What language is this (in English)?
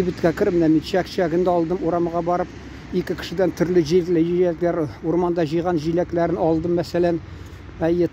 Tatar